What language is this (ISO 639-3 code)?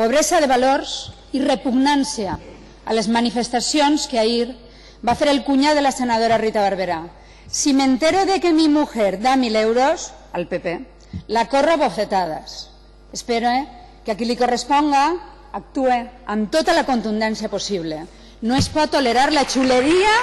cat